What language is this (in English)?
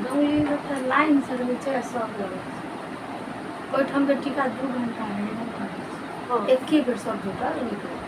Maithili